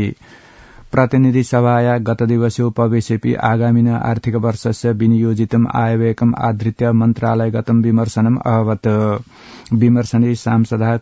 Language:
Sanskrit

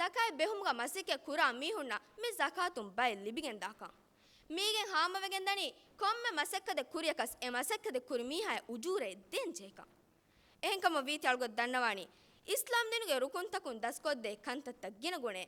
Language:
Divehi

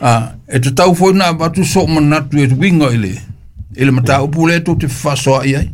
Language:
Samoan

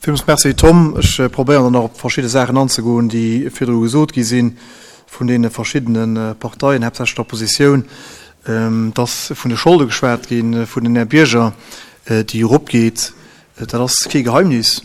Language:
Luxembourgish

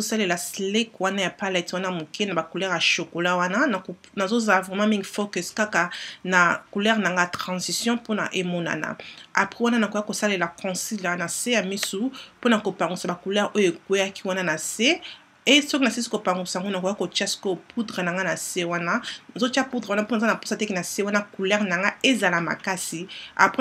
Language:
Lingala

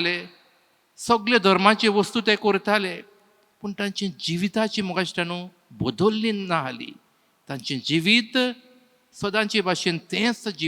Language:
Konkani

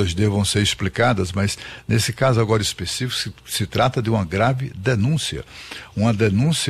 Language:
Portuguese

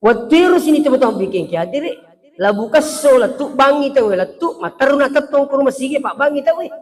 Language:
Buginese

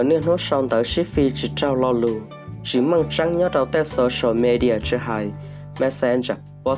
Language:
Hmong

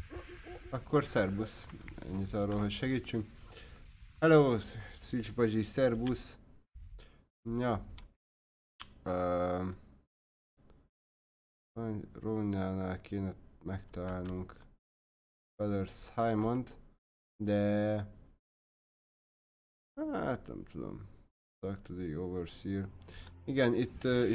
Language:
Hungarian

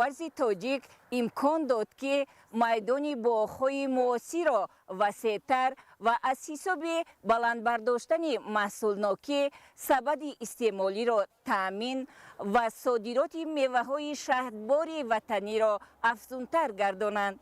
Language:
Tajik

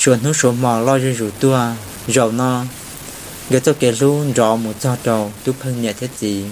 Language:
Hmong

